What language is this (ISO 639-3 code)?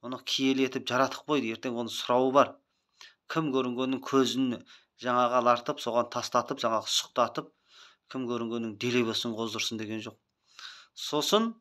kaz